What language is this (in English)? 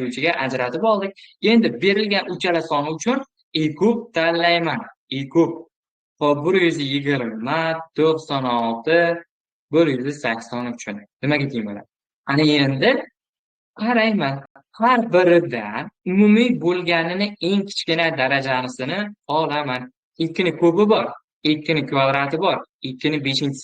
Uzbek